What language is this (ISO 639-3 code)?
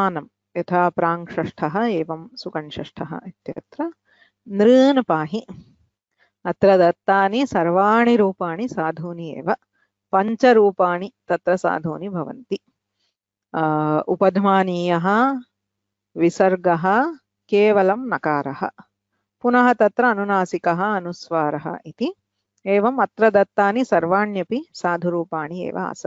san